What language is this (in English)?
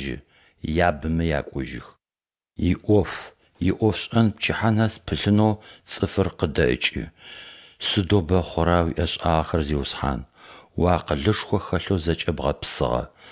Adyghe